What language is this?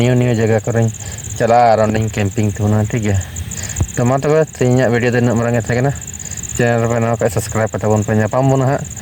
Santali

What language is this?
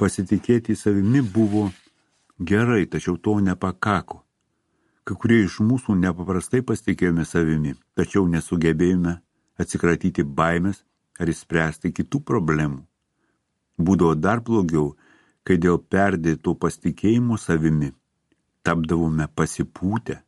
Lithuanian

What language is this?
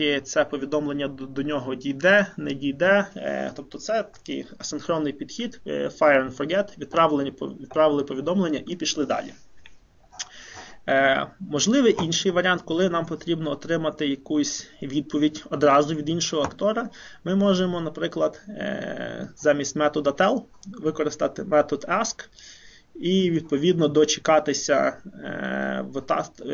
Ukrainian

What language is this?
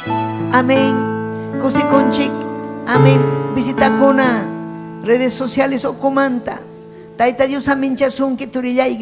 Ayacucho Quechua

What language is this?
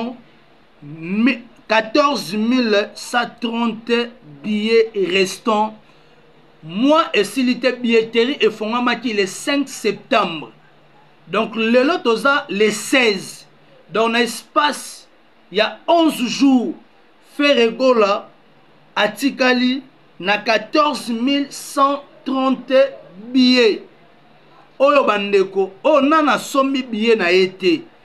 Lingala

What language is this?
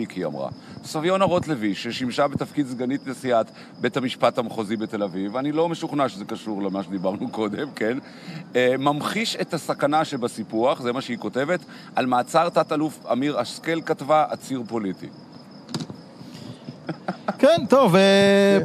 Hebrew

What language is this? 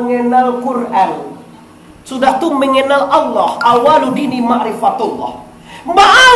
Minangkabau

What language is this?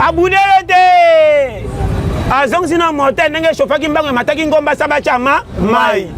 Lingala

